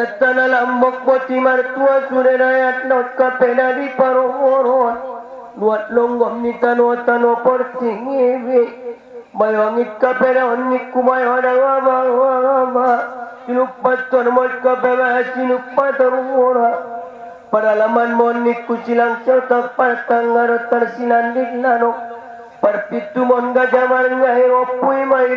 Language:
Batak Angkola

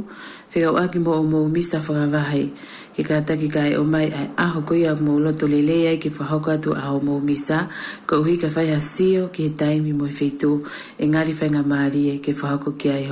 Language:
Tongan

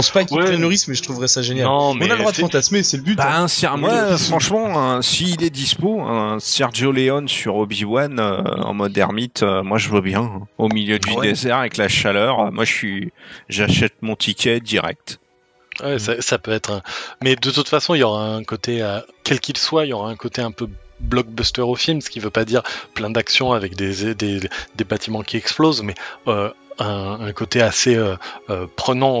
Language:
French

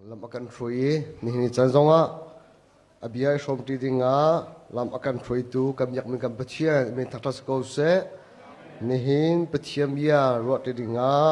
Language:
Hakha Chin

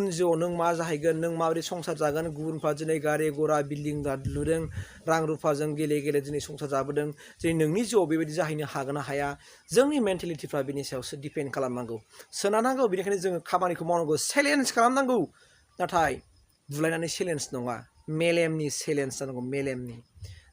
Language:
Bodo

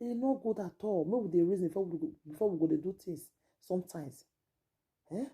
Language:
Nigerian Pidgin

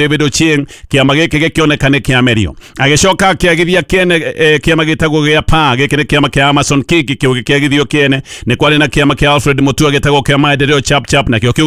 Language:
Kikuyu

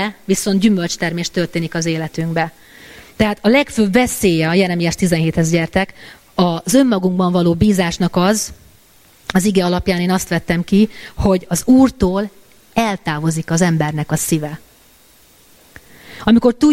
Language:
Hungarian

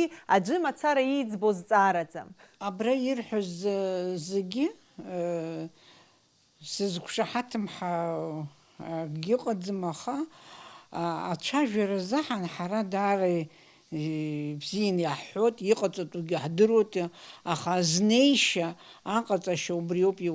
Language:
Abkhazian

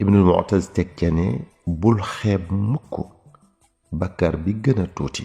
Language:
Wolof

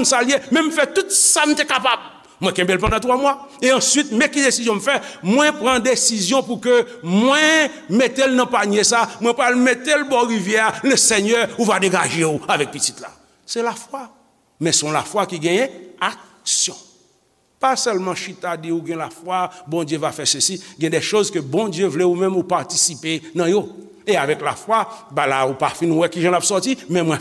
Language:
Haitian Creole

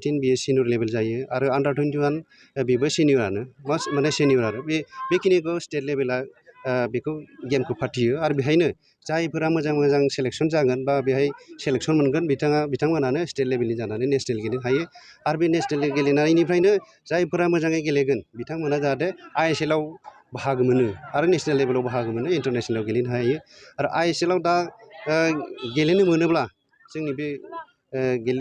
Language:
Bodo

